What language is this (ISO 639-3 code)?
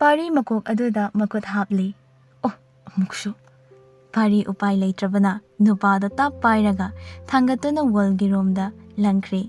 mni